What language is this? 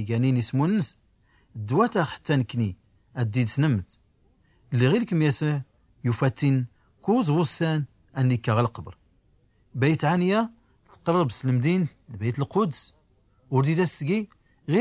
Tachelhit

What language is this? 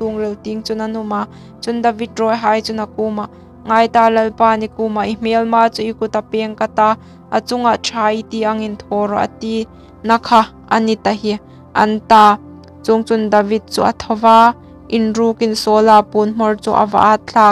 Hmar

